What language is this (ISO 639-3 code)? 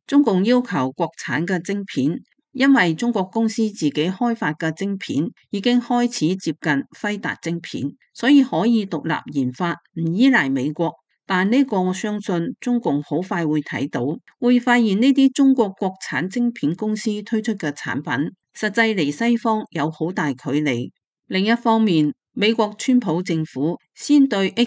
yue